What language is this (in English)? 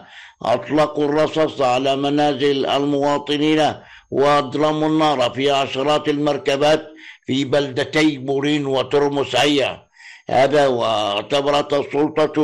Arabic